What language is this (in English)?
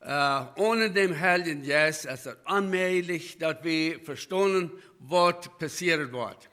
Plautdietsch